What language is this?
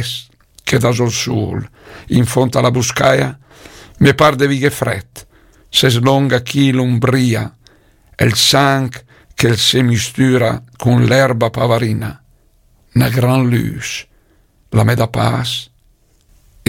Lombard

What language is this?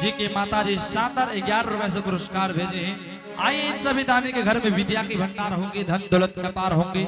Angika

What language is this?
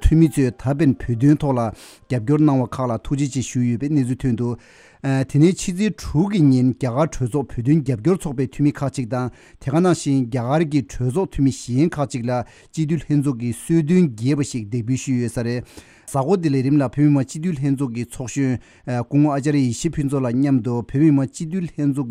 Tibetan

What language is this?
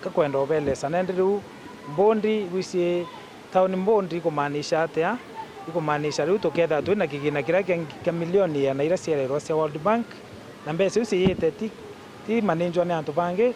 Meru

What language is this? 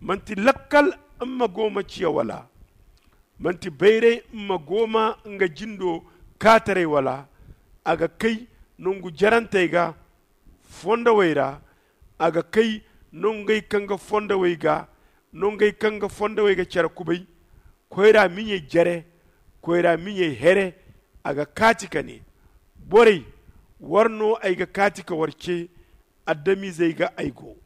Zarma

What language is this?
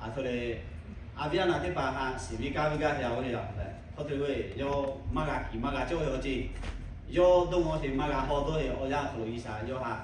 Lahu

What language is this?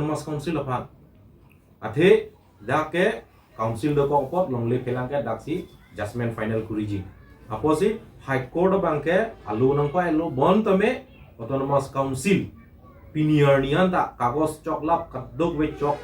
Karbi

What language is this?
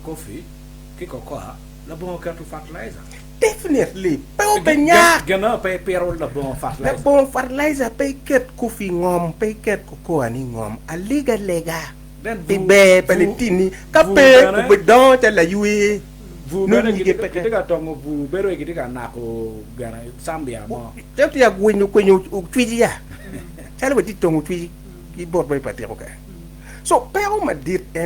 Acoli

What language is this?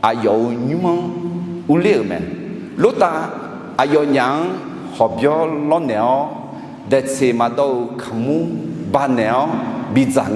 Akha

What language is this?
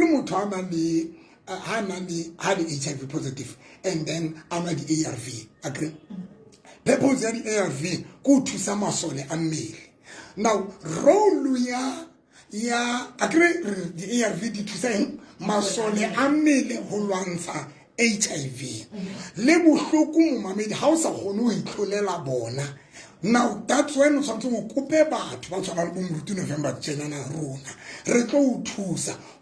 Southern Sotho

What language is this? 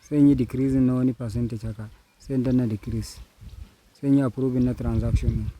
Hausa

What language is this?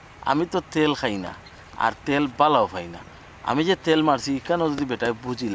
Sylheti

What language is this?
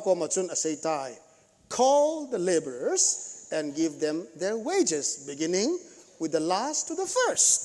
Thado Chin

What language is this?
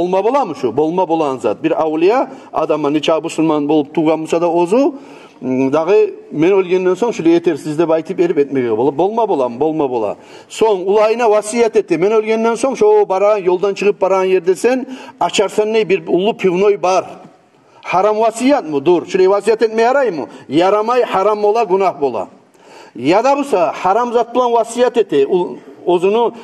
Kumyk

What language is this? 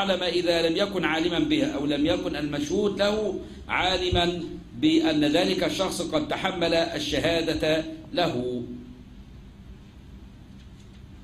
Arabic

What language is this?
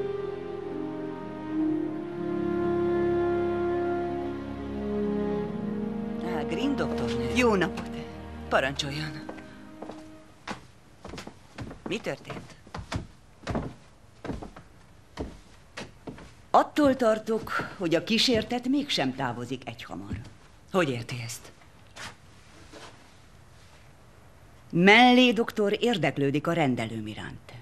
Hungarian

